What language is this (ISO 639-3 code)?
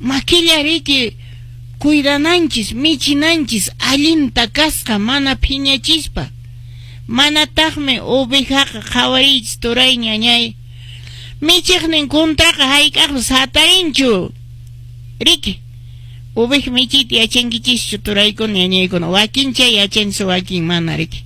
que